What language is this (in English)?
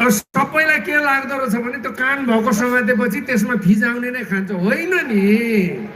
Nepali